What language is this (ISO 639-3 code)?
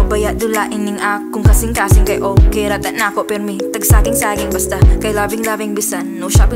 ceb